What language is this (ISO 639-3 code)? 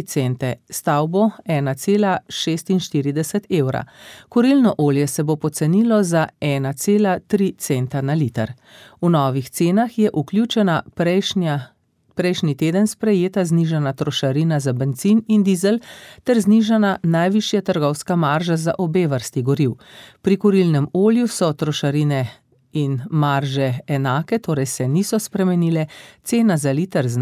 slv